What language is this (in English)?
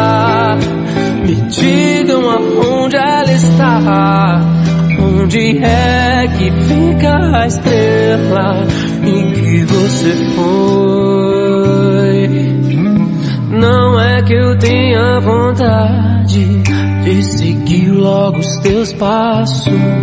Portuguese